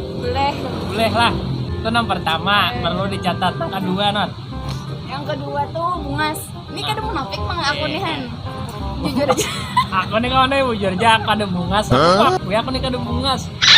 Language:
Banjar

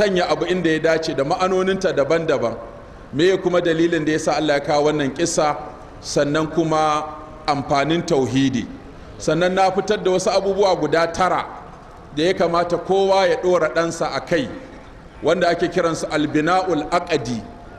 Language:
Hausa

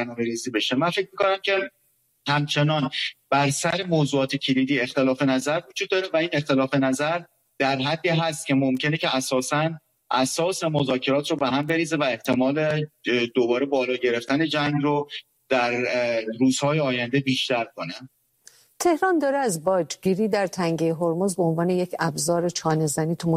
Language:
Persian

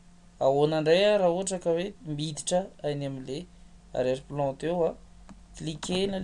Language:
Malagasy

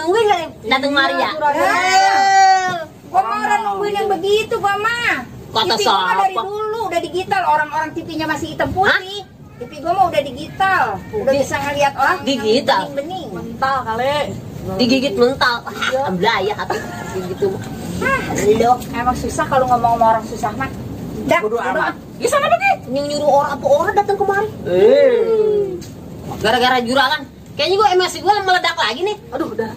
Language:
Betawi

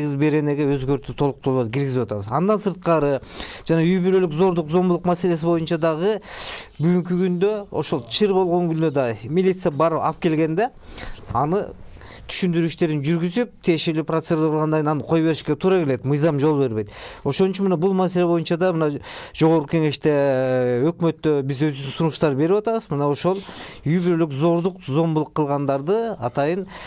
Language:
Kyrgyz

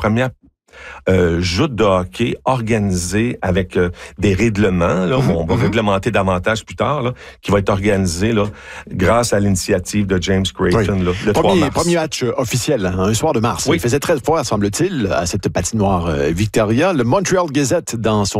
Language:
French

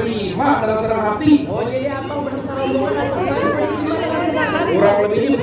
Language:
Betawi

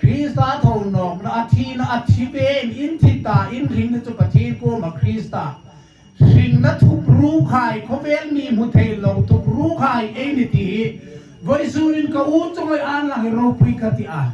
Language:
Hmar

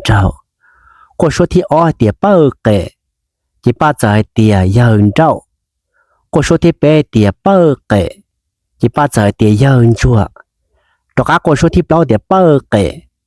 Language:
Hmong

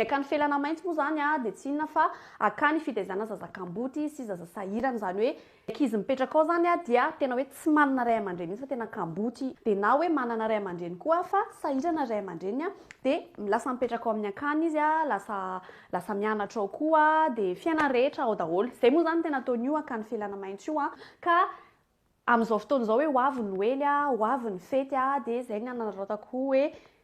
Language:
Malagasy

